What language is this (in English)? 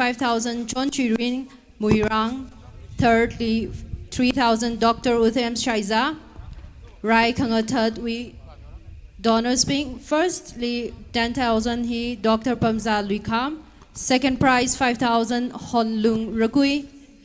Tangkhul Naga (India)